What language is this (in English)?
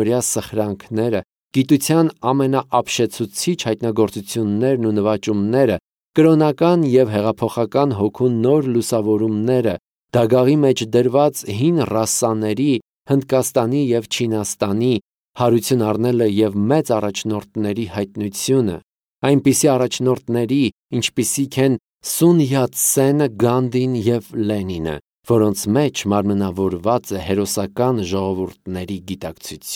Armenian